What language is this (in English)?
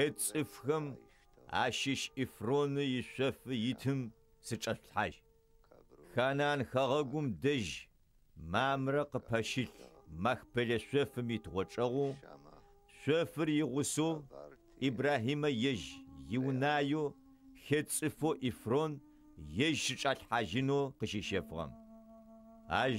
Adyghe